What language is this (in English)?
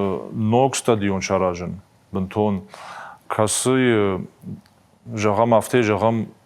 Ossetic